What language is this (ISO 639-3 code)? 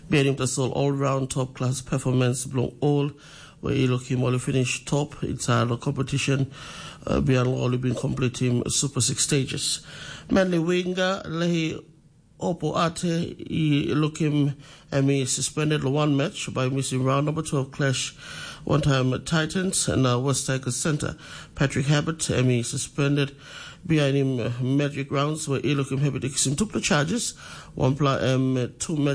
tpi